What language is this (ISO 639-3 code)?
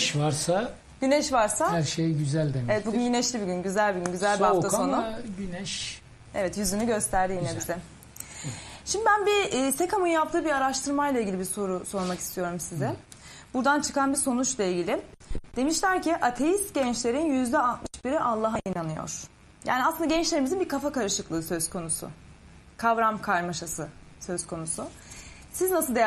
tur